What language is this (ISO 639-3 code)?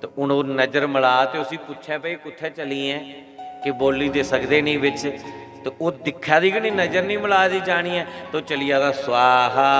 doi